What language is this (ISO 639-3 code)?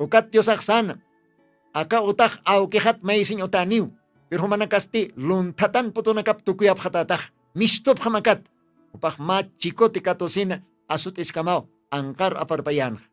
aym